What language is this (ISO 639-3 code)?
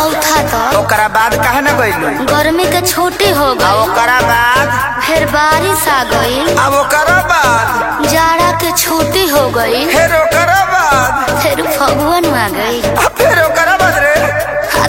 bho